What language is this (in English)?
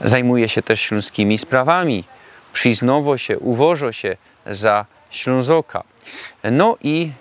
Silesian